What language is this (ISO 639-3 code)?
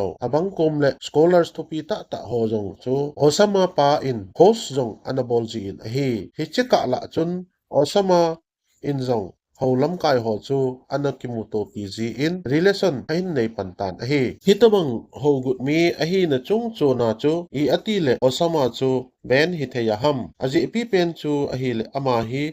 tcz